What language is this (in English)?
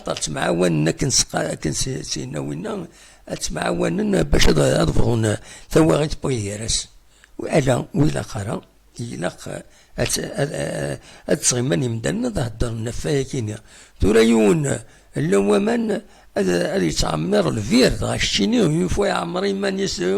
Kabyle